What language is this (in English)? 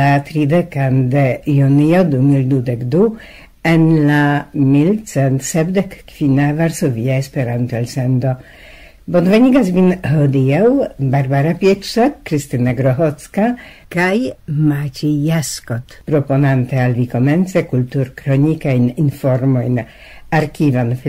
Esperanto